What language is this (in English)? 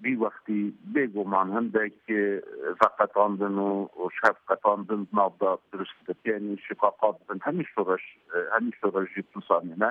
Kurdish